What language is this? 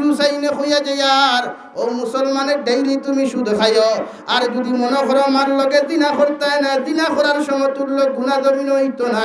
Sylheti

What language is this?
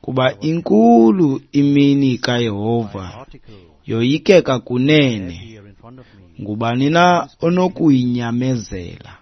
Xhosa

